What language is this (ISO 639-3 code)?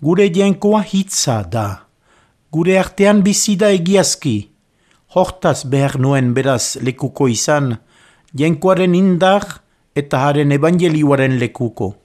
eus